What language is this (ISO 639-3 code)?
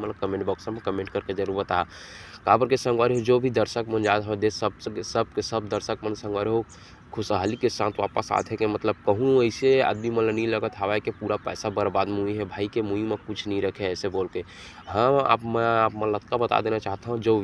hne